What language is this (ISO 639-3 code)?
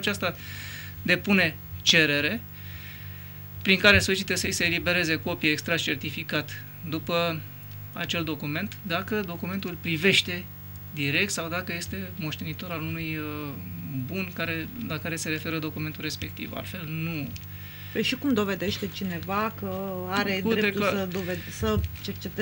ron